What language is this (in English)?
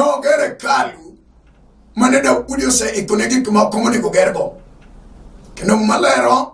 Luo (Kenya and Tanzania)